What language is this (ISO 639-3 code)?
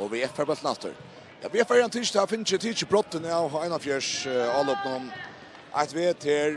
fao